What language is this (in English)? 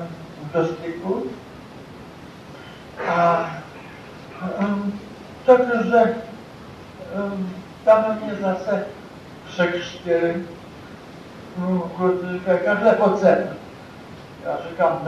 Czech